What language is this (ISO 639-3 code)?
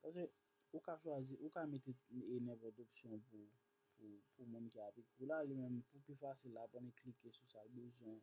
hat